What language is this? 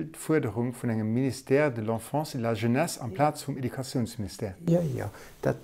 Luxembourgish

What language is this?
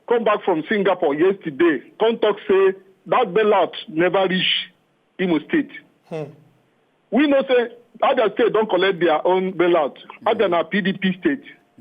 Nigerian Pidgin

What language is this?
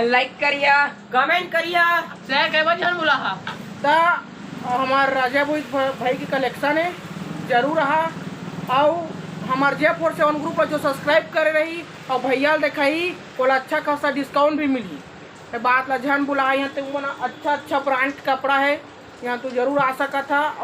Chhattisgarhi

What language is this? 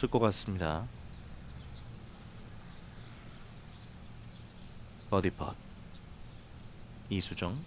Korean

